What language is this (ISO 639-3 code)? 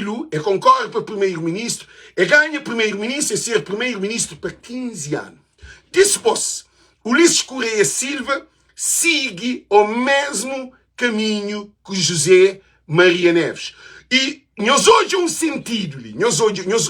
kea